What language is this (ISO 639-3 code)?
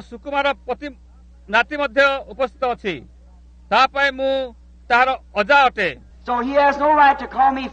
ori